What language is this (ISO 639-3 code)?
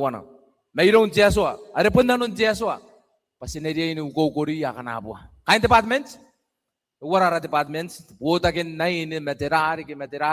gil